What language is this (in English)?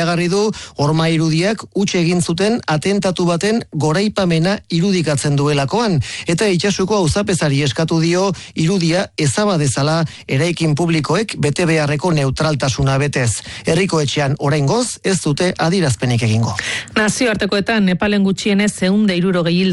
Basque